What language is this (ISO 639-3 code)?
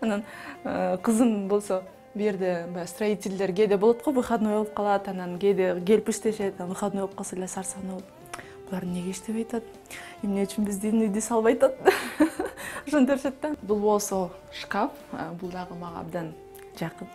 kir